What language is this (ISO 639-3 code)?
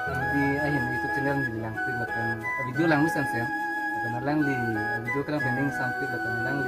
mjw